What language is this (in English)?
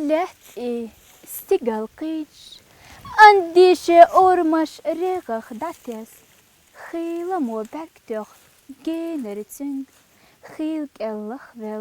Chechen